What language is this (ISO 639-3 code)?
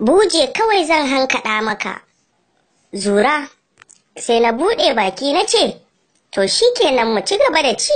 hau